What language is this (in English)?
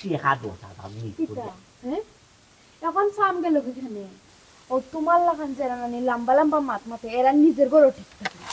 Sylheti